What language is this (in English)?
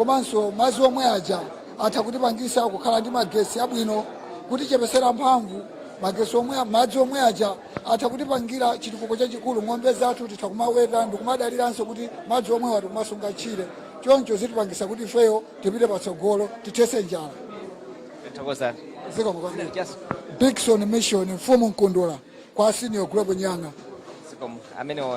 Nyanja